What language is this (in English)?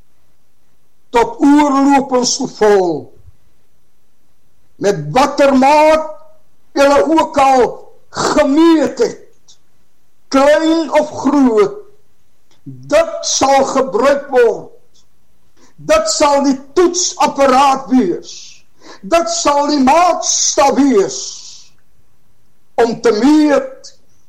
Afrikaans